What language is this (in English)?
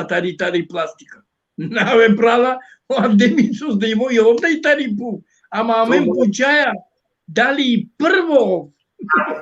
Balkan Romani